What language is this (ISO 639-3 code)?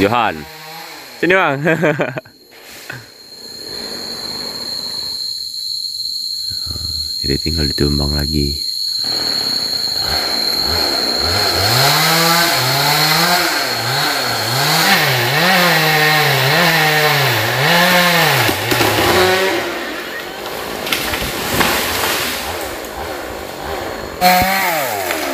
ind